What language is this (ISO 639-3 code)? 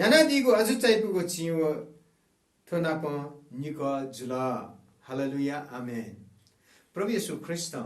new